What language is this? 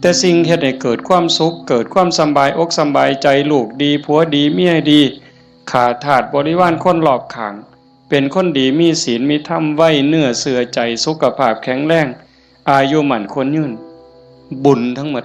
Northeastern Thai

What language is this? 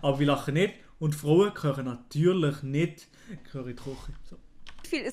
Swiss German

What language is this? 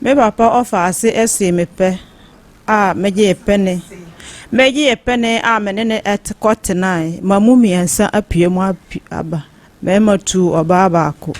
Akan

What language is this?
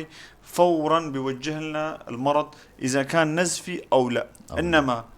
North Levantine Arabic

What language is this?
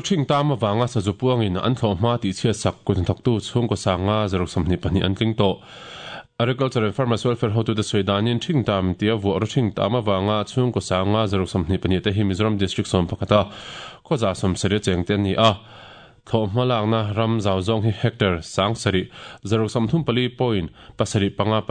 Mizo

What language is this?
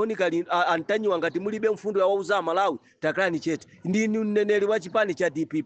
Nyanja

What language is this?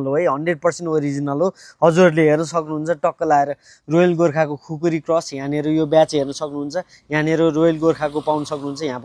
Nepali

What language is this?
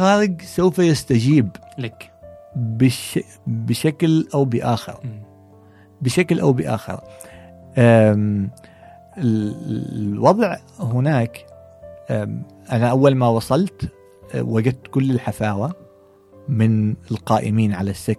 Gulf Arabic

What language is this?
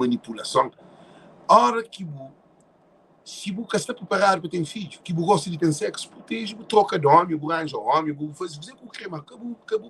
Kabuverdianu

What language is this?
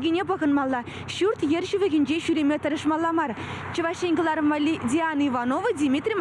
Chuvash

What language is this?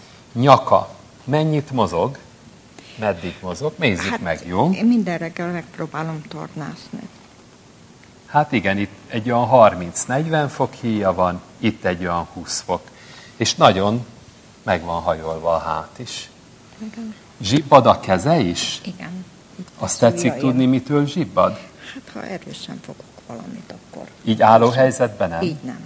Hungarian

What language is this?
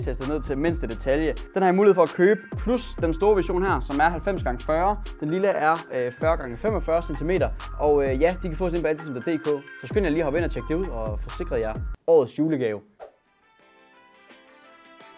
Danish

